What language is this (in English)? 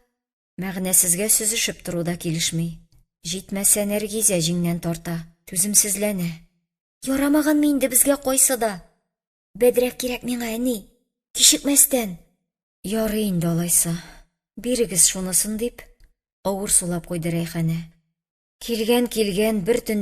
Tatar